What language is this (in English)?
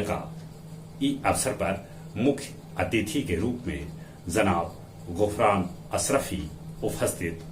Magahi